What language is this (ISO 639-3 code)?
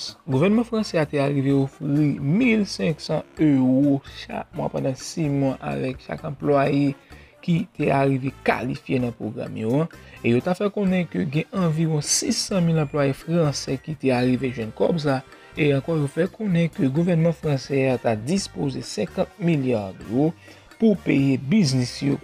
hat